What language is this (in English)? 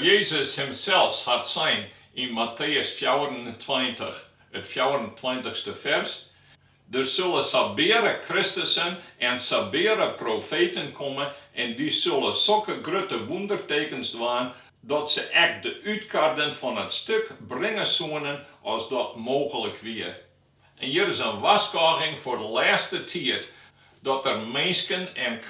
Western Frisian